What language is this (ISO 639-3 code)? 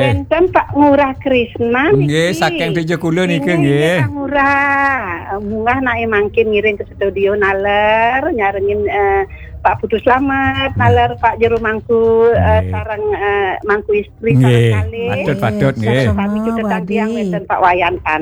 ban